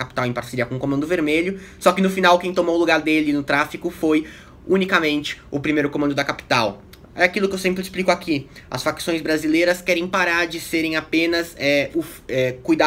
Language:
Portuguese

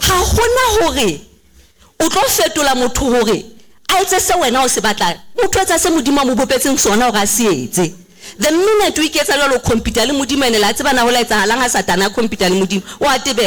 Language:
Southern Sotho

